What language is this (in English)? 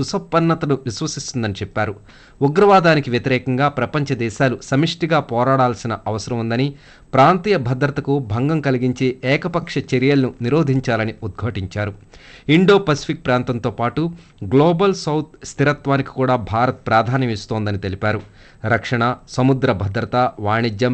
Telugu